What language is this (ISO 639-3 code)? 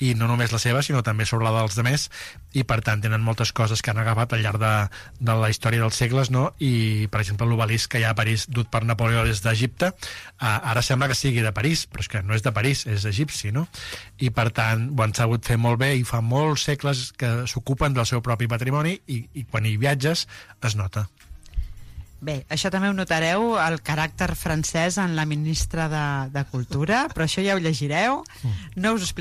cat